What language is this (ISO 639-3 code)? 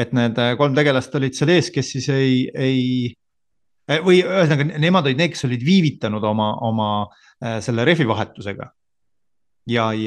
est